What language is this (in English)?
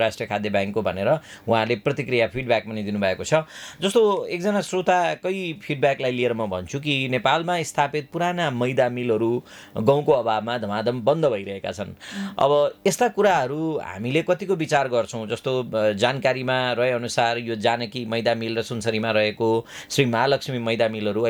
Nepali